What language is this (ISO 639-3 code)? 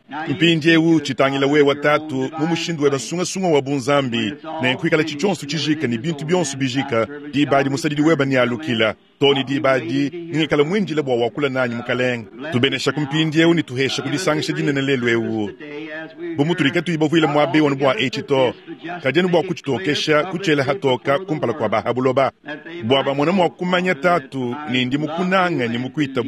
lua